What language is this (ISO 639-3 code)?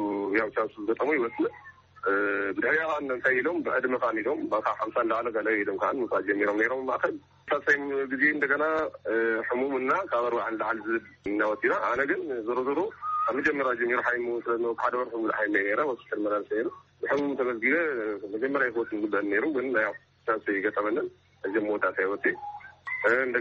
tir